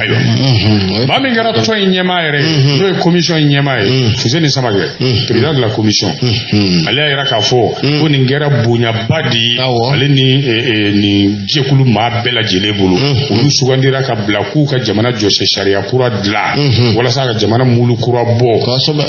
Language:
Bambara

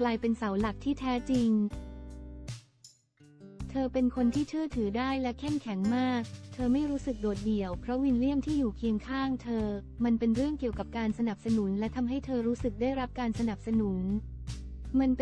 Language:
Thai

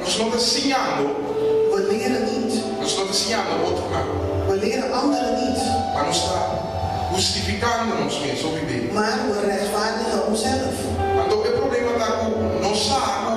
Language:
Papiamento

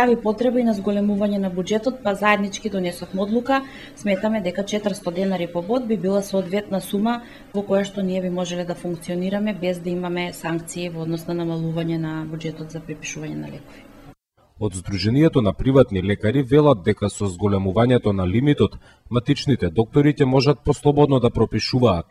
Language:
Macedonian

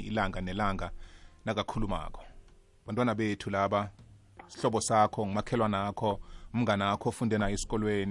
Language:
South Ndebele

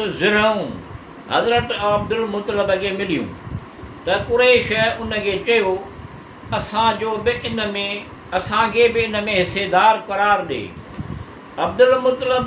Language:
Sindhi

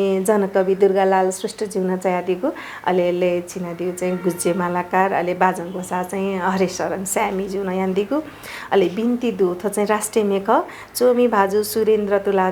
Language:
Newari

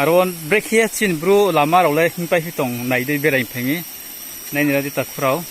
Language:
Riang (India)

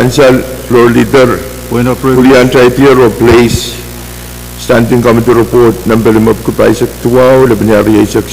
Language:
Pohnpeian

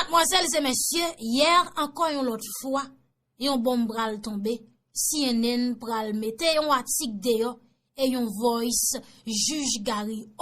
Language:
Haitian Creole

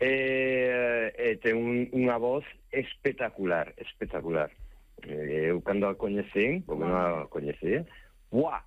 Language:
Galician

